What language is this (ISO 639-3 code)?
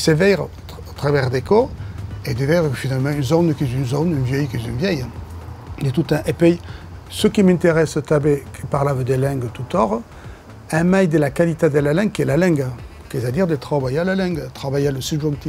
oci